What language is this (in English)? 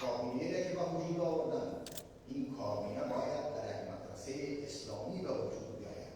Persian